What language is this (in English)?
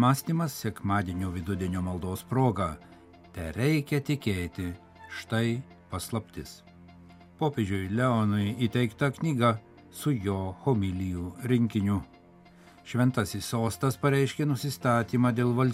Lithuanian